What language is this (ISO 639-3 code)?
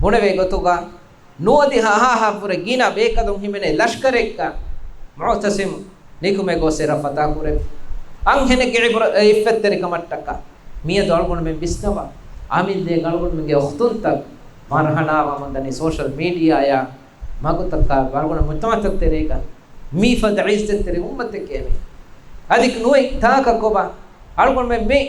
div